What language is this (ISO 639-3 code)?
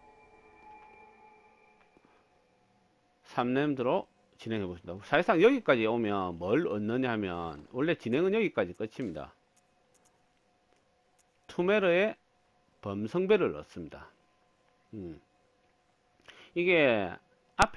kor